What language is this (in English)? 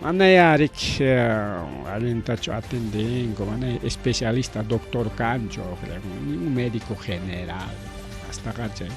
Ayacucho Quechua